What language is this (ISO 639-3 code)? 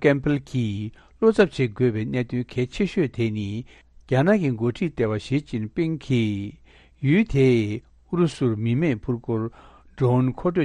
bod